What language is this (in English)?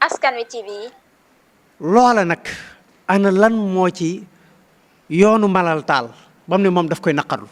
Wolof